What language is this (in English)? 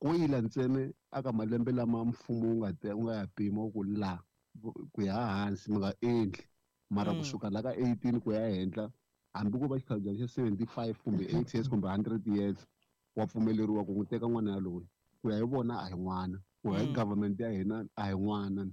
Tsonga